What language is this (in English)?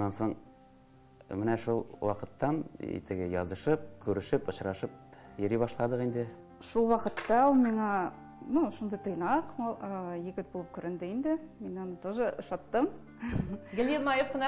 Tatar